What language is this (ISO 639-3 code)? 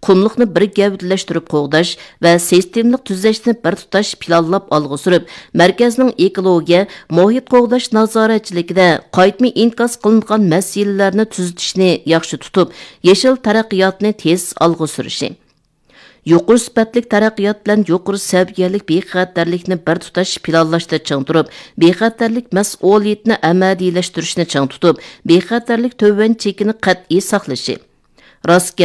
uig